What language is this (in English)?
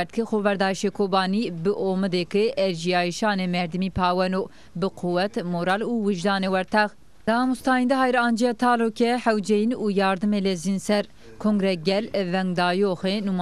Zaza